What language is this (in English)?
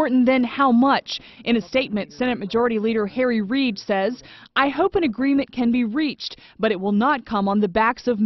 English